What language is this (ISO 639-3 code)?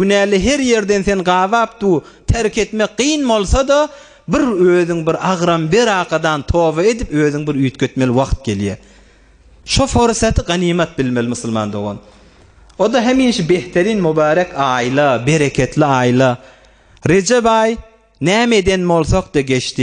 tuk